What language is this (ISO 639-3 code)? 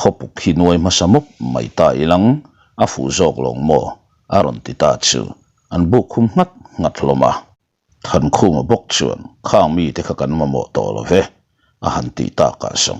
lus